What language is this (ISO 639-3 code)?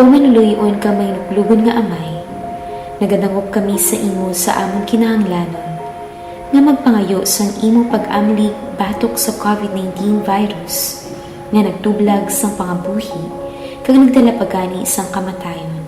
hil